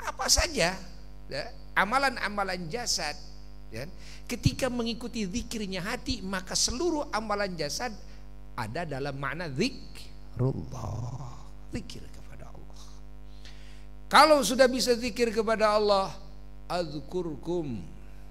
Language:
Indonesian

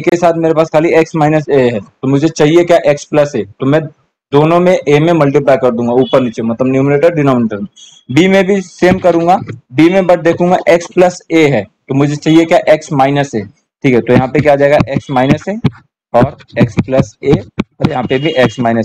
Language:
Hindi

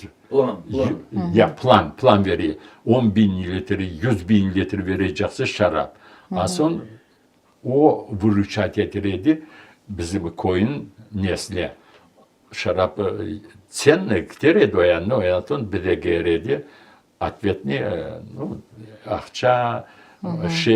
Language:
Crimean Tatar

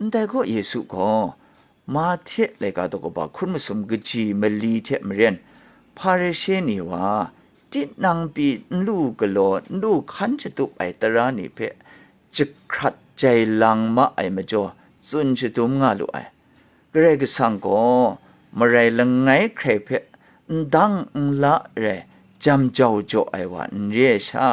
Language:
Kachin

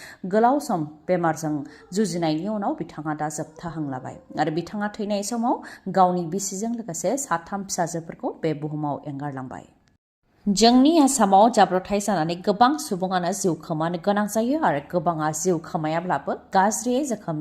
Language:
Bodo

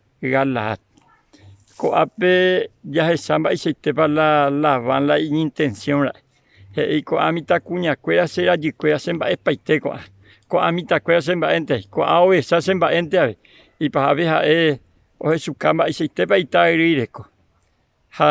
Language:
Guarani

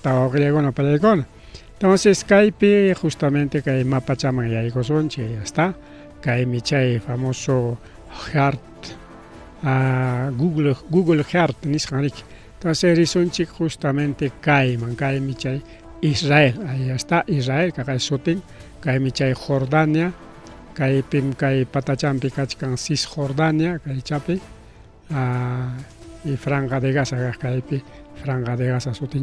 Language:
Ayacucho Quechua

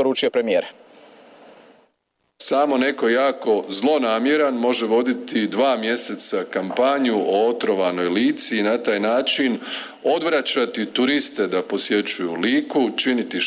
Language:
Croatian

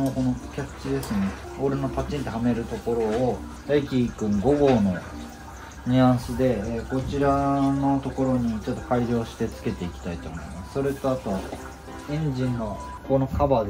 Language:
Japanese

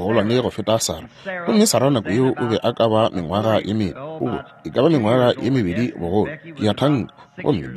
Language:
Northern Sotho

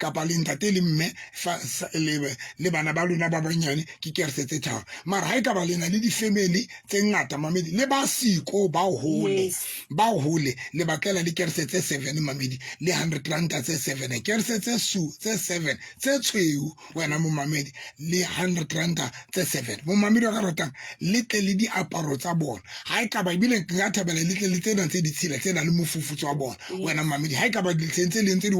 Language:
Southern Sotho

